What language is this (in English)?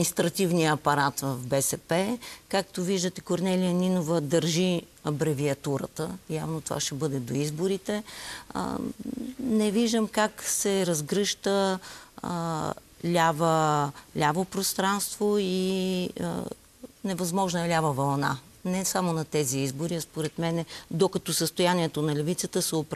Bulgarian